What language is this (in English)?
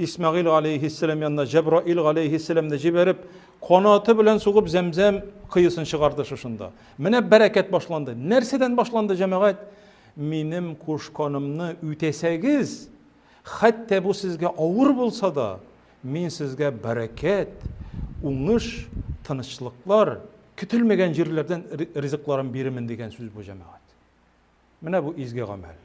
Tatar